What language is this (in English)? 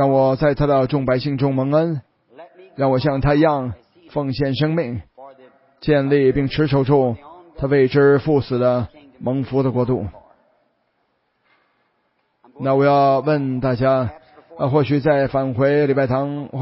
Chinese